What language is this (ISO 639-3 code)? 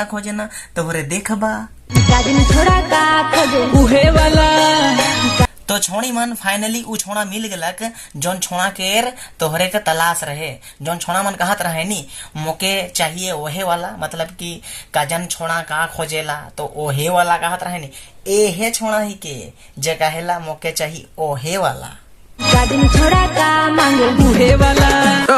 sck